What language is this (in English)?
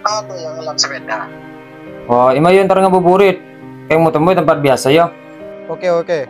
Madurese